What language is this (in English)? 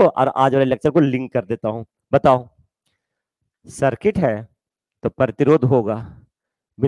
Hindi